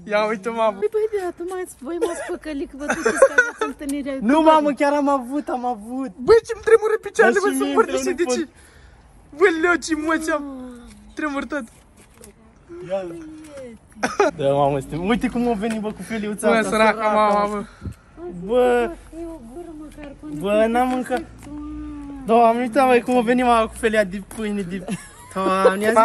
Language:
Romanian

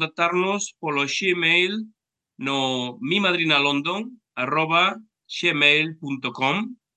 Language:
Galician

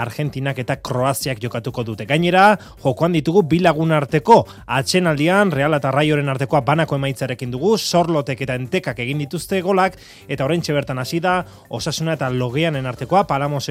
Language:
Basque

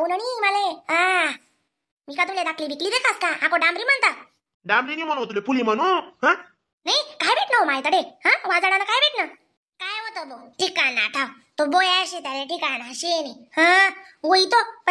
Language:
Khandesi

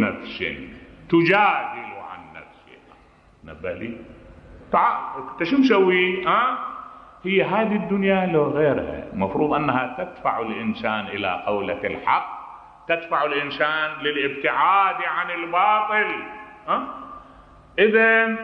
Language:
Mesopotamian Arabic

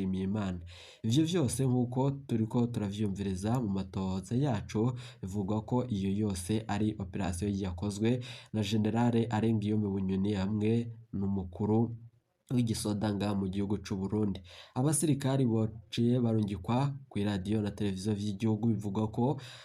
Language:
Rundi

